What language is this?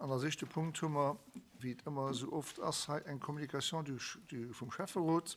Luxembourgish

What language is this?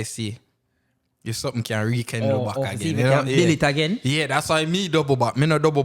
Jamaican Creole English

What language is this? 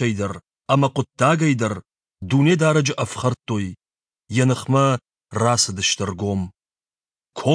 Ossetic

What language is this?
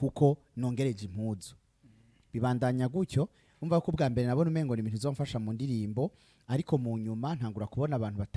Rundi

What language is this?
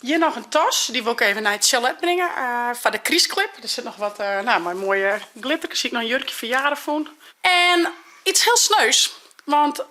Western Frisian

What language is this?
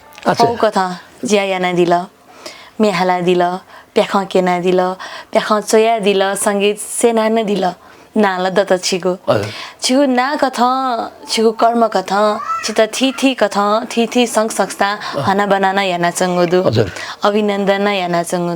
Newari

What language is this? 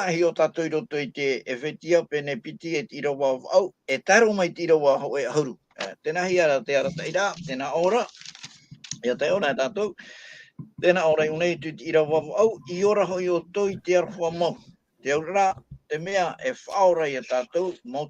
Tahitian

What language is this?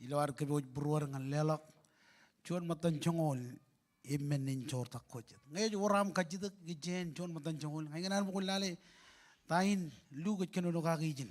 Marshallese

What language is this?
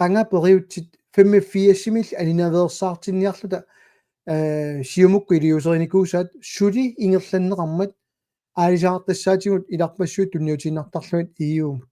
Kalaallisut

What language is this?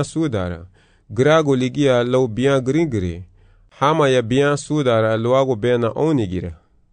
Garifuna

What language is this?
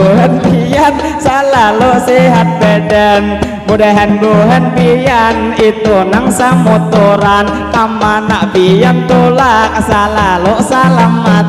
Banjar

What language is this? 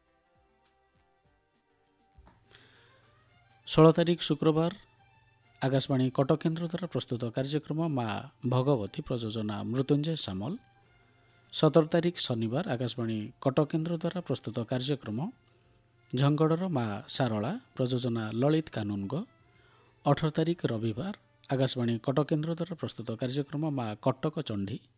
Odia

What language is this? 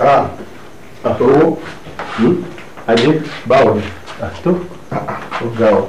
Yoruba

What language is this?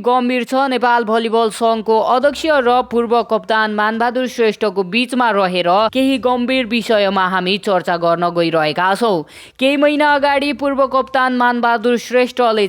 Nepali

